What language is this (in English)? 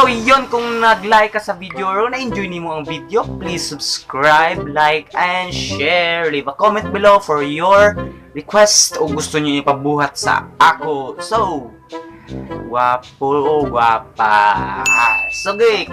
Cebuano